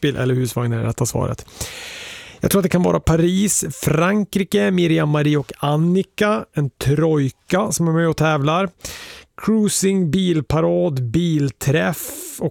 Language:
Swedish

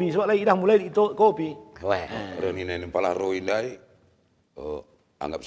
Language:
Batak Karo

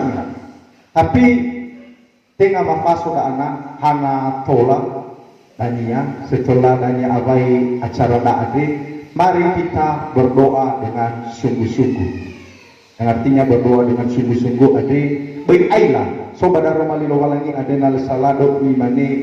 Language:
Nias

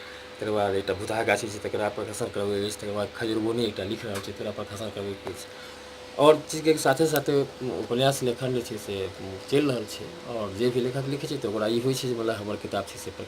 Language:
Maithili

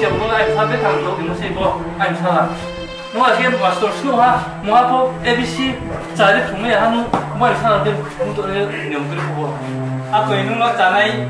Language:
Riang (India)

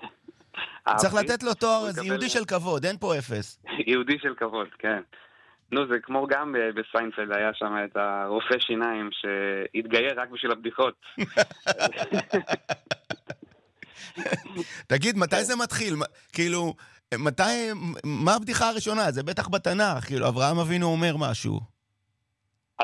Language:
Hebrew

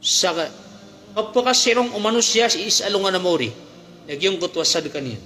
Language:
Maranao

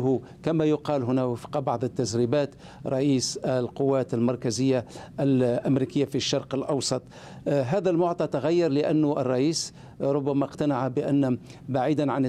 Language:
Arabic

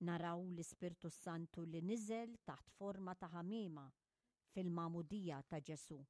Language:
Maltese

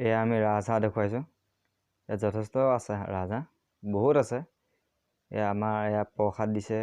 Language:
Assamese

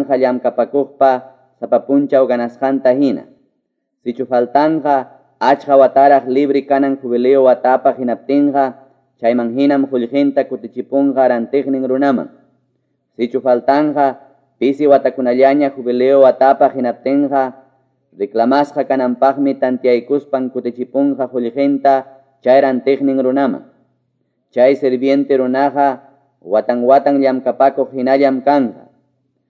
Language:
Quechua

